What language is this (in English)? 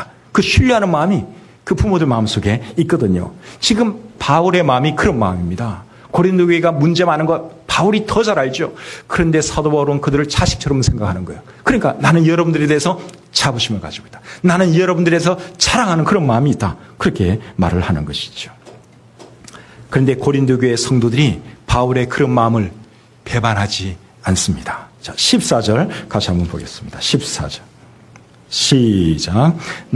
Korean